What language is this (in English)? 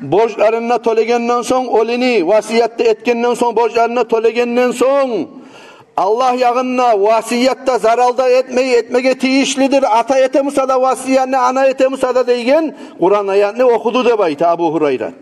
Kumyk